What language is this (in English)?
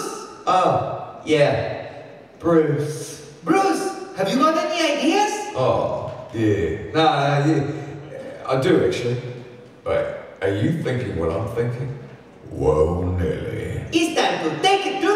English